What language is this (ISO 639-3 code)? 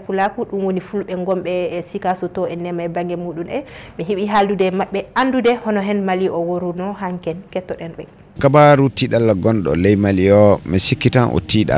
ful